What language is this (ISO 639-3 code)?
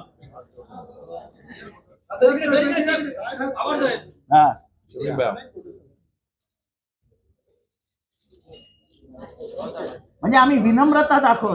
mar